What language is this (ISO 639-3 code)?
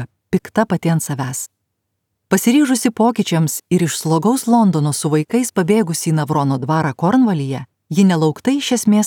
lit